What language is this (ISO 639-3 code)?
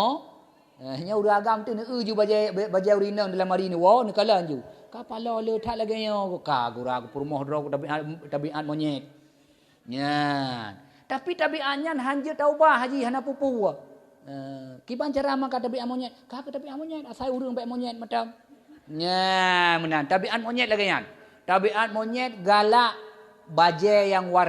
ace